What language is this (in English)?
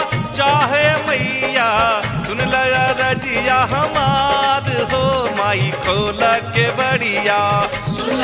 Bhojpuri